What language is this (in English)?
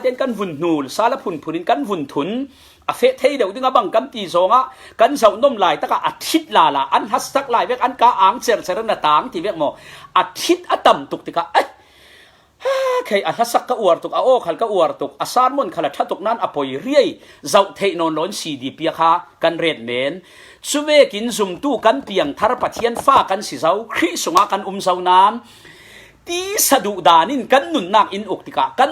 Falam Chin